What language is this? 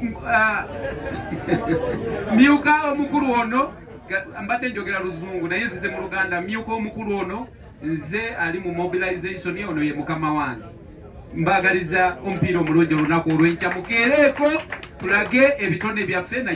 Ganda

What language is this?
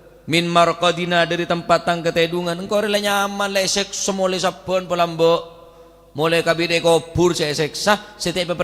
Madurese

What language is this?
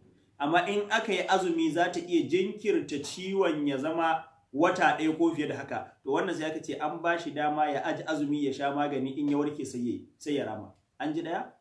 Hausa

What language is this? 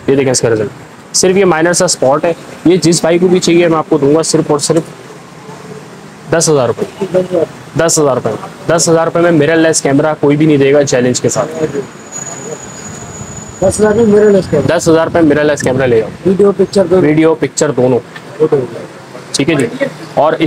Hindi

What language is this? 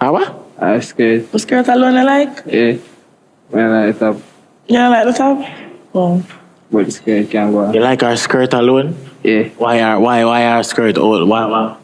Jamaican Creole English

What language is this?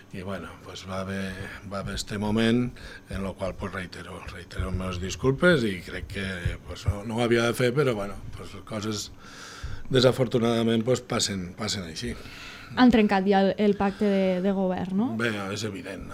Catalan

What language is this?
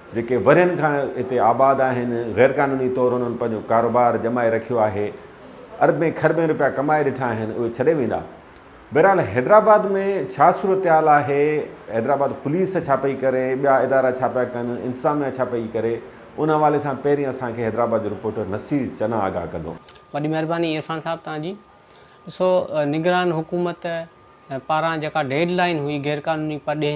Sindhi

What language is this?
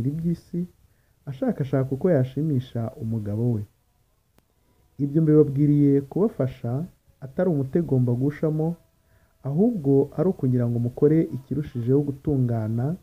Kinyarwanda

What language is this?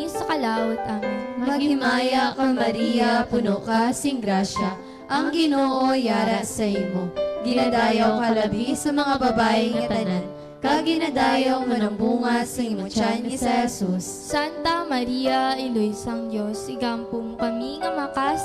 Hiligaynon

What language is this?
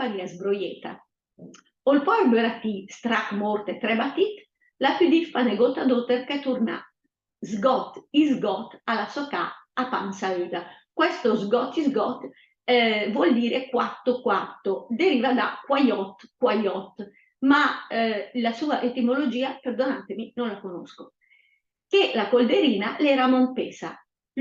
Lombard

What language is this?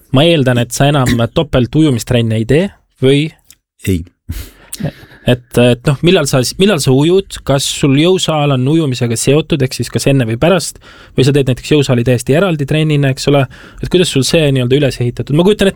Estonian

